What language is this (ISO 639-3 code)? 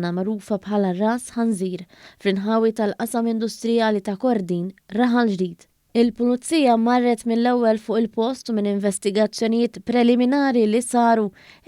mlt